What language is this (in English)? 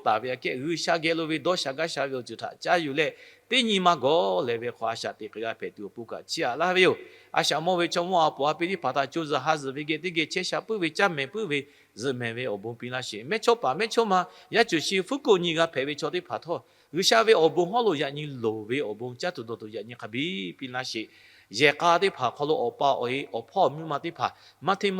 Lahu